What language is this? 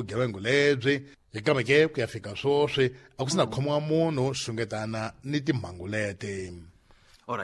Tsonga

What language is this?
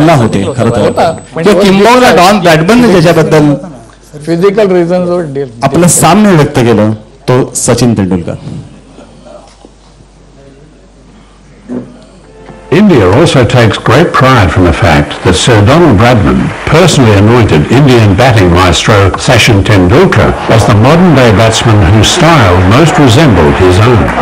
Marathi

